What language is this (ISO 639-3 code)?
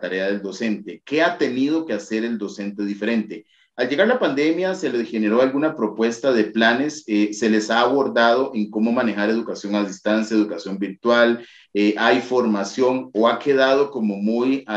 spa